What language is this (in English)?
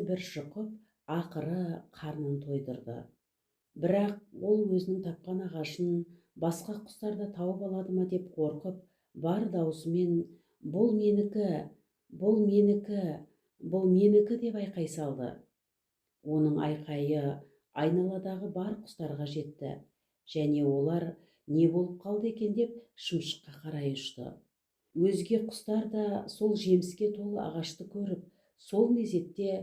Kazakh